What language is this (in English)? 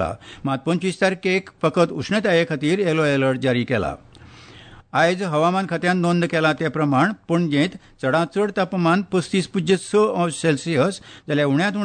Konkani